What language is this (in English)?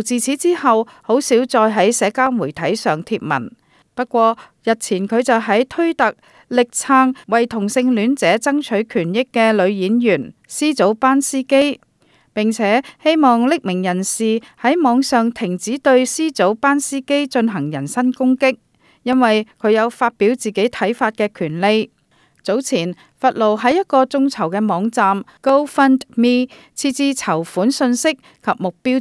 Cantonese